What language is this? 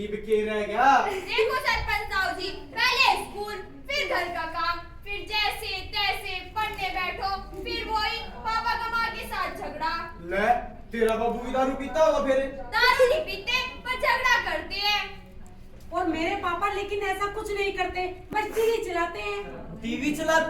Haryanvi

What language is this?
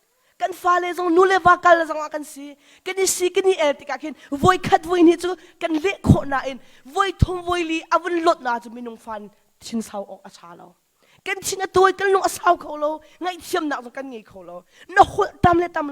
Hakha Chin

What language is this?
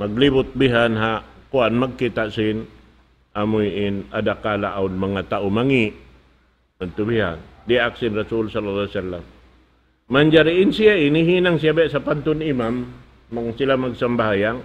Tausug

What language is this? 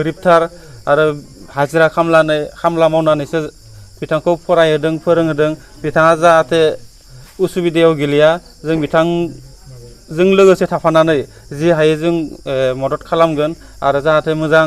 Bodo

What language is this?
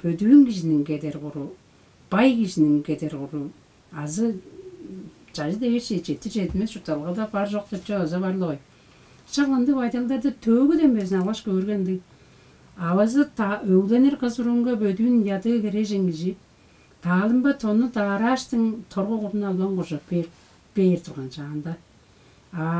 Tuvinian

